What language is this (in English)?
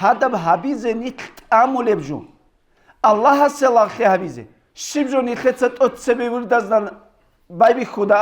Avaric